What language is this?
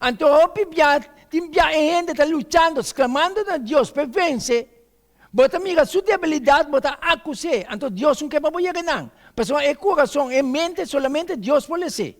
Papiamento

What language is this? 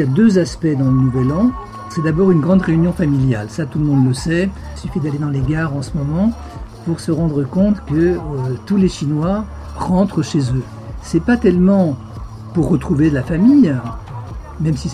French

